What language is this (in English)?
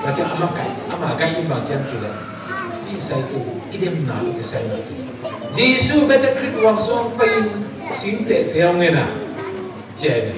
Tedim Chin